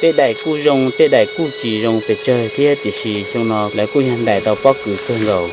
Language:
Hmong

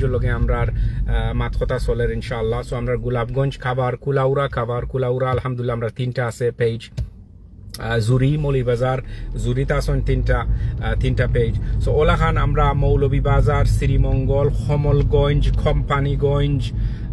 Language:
Sylheti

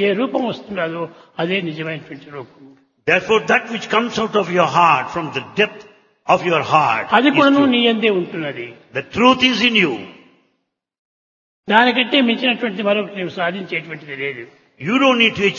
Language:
Telugu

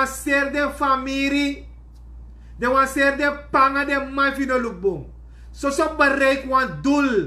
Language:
Sranan Tongo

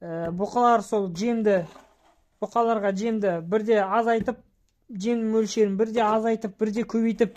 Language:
Kazakh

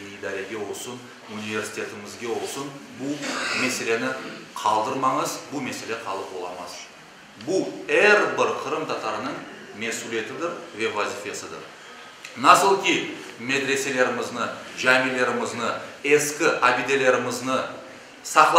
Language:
Crimean Tatar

